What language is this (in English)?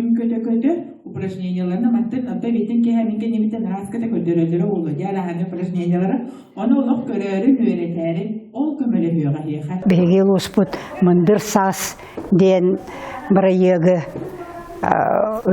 Yakut